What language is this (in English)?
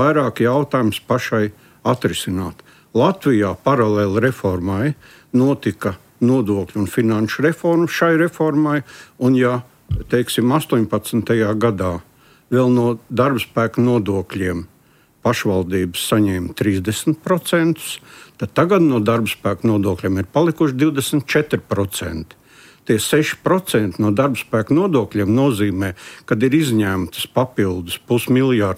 Latvian